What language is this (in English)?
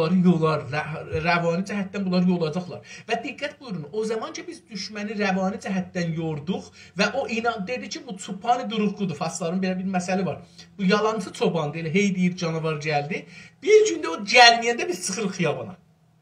South Azerbaijani